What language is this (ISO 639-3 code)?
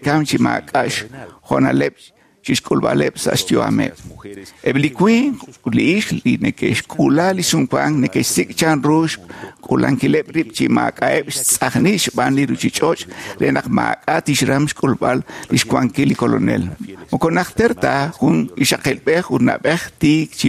kek